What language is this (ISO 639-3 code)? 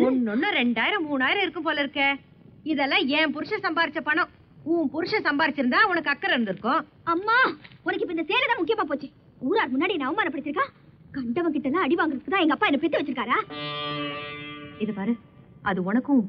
tam